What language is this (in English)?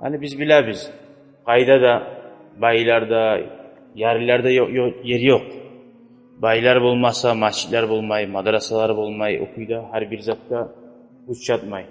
Kumyk